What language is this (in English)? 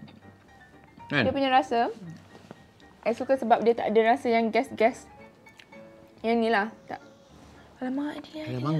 Malay